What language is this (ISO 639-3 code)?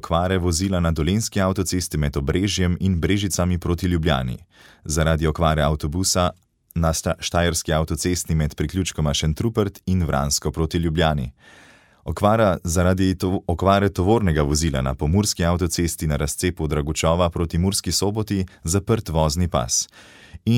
slv